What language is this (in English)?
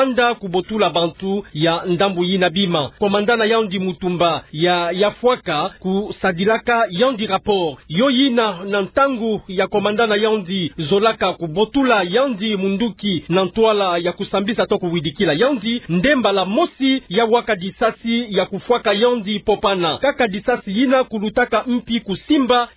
Kituba (Democratic Republic of Congo)